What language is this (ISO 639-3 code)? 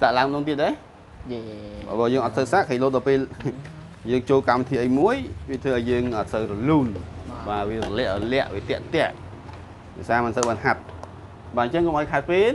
khm